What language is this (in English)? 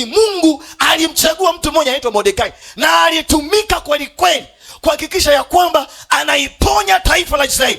Swahili